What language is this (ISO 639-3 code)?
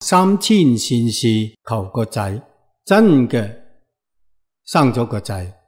yue